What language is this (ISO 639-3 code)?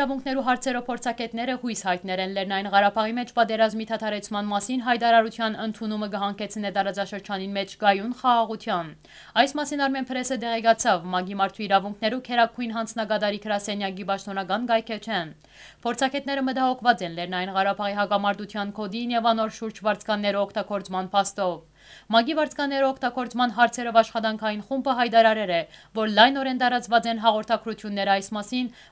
hyw